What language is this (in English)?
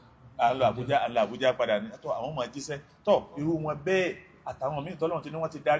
Yoruba